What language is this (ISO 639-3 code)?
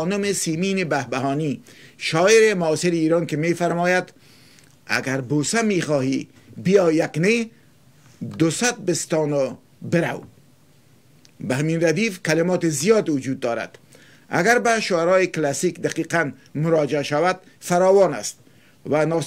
fas